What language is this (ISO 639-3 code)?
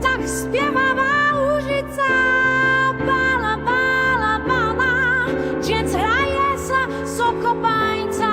hsb